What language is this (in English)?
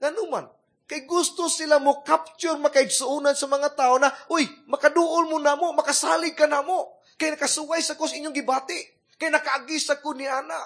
Cebuano